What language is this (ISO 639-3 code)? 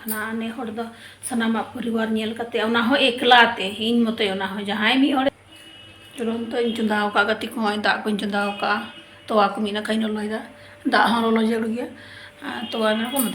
sat